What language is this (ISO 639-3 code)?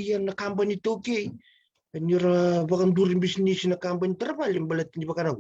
fij